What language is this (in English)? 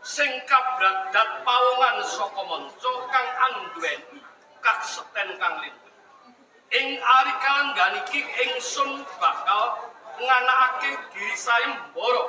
Javanese